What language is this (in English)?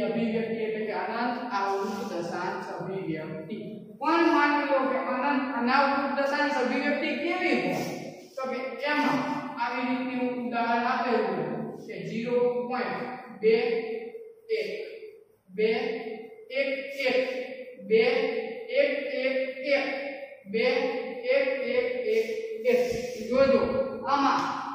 Gujarati